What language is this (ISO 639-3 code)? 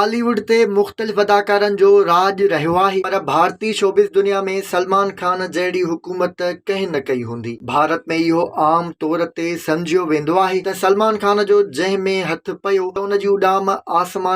snd